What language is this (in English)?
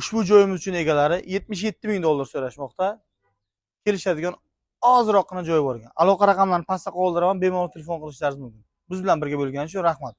Uzbek